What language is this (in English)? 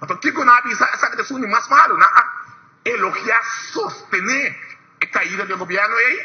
Papiamento